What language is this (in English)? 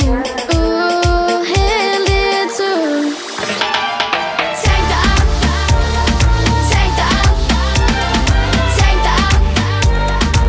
Danish